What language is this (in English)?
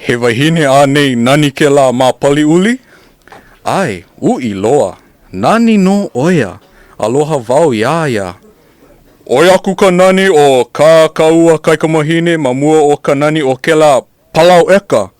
Hawaiian